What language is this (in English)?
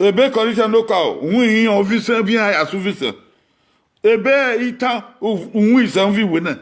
Bini